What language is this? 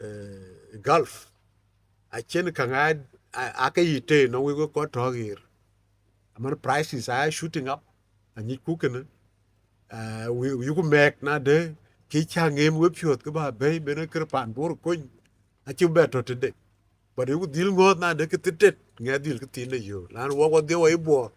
Dinka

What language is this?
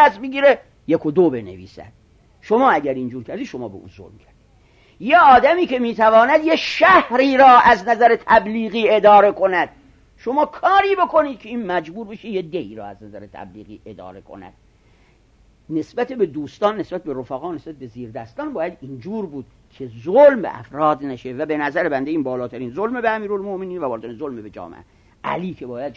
Persian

